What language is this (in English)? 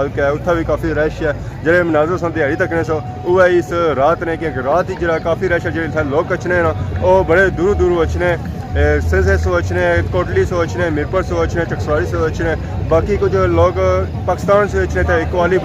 Pahari-Potwari